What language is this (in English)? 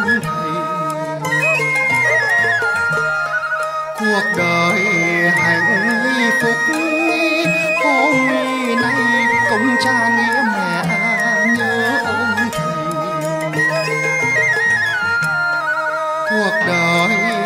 Vietnamese